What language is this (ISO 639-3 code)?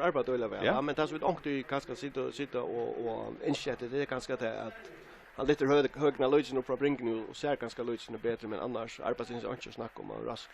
fao